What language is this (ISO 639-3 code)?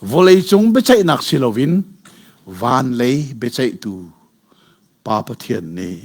cnh